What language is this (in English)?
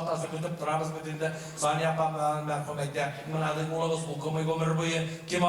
Bashkir